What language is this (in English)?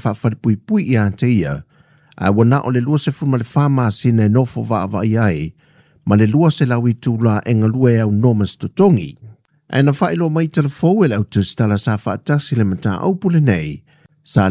Samoan